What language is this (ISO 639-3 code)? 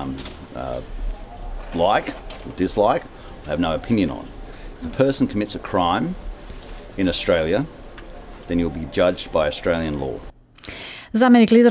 mkd